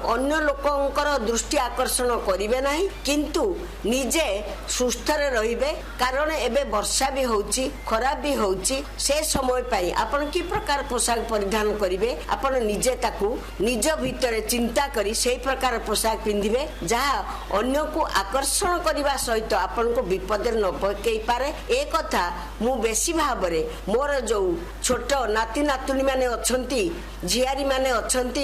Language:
Odia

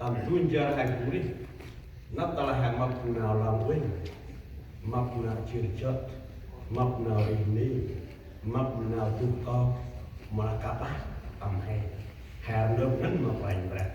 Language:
Central Mnong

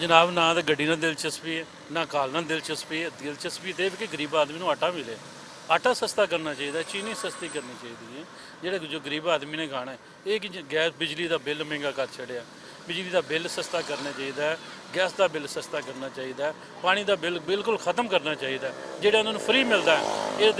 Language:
Western Panjabi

